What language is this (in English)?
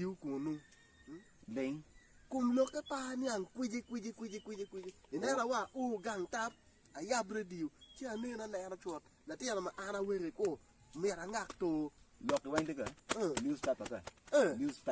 Acoli